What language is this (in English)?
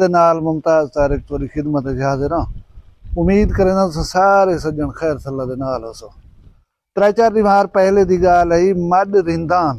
Saraiki